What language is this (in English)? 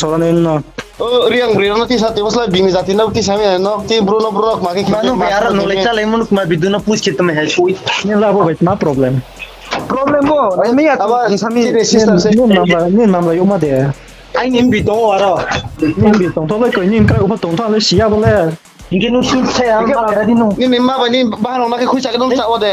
Riang (India)